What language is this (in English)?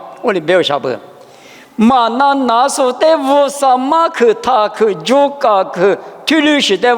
Lisu